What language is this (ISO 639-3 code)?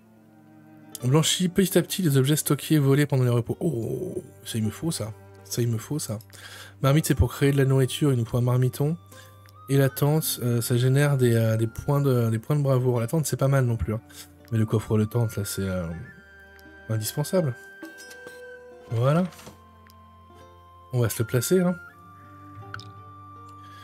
fra